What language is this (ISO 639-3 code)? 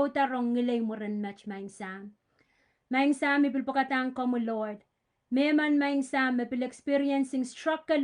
pon